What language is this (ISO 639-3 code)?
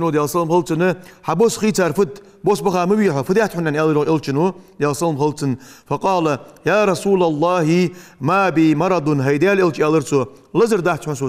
inh